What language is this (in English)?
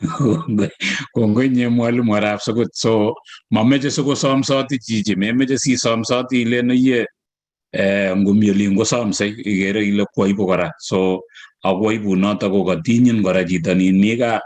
Kalenjin